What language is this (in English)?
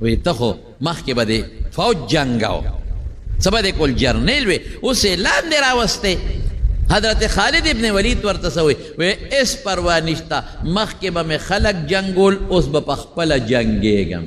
Pashto